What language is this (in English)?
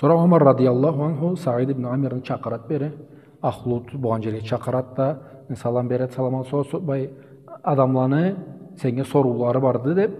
Karachay-Balkar